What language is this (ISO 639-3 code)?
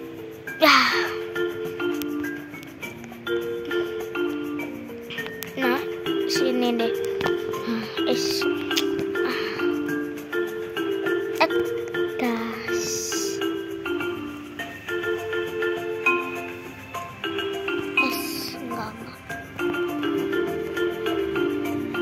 ind